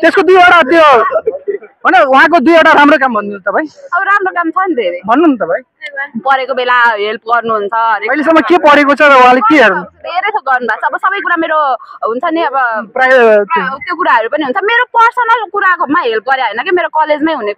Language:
Nepali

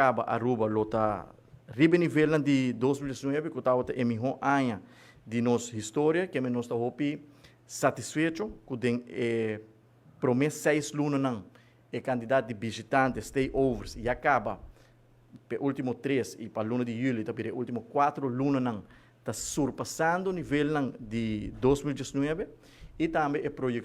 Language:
Papiamento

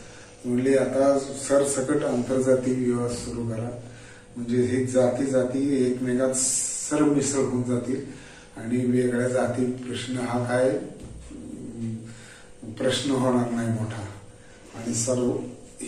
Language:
Marathi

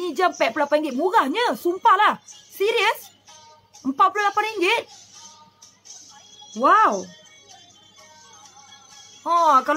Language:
Malay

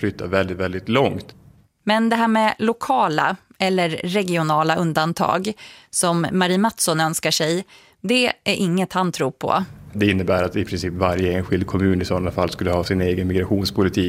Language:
Swedish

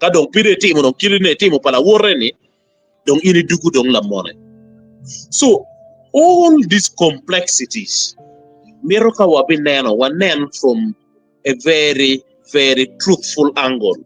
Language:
Acoli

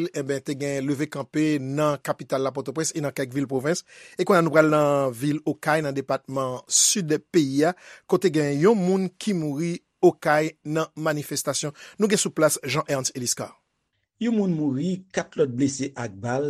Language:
Haitian Creole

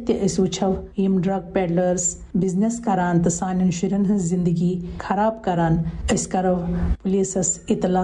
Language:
Kashmiri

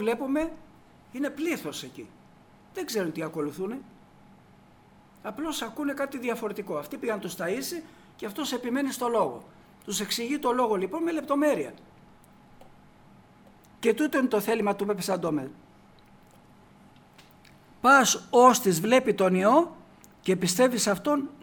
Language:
Greek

